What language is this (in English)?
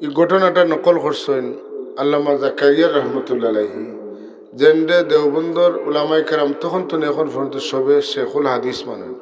Sylheti